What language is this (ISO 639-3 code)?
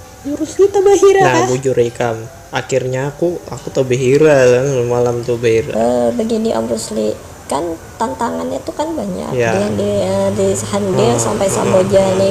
bjn